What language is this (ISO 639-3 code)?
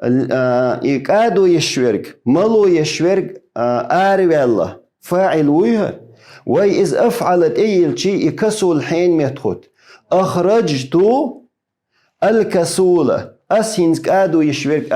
che